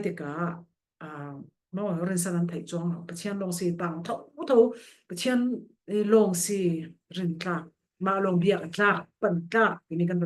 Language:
Falam Chin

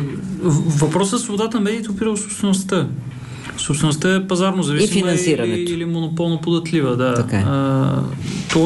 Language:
Bulgarian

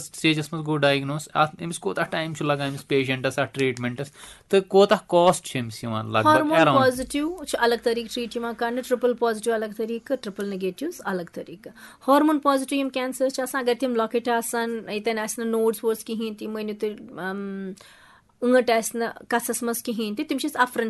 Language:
Kashmiri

